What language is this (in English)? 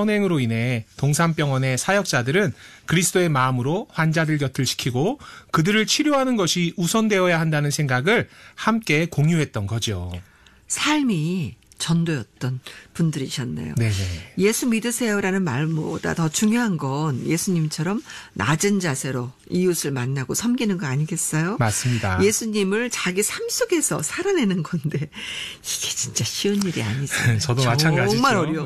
Korean